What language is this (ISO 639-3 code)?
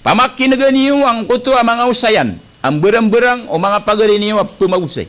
mrw